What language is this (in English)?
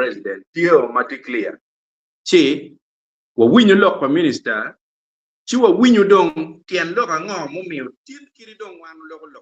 Acoli